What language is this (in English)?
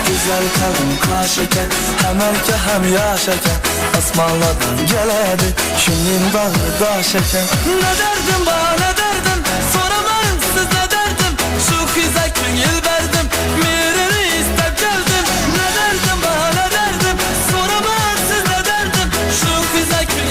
Kara-Kalpak